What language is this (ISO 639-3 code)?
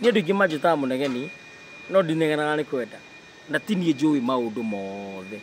kik